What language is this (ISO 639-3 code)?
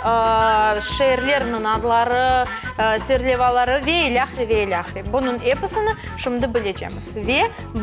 crh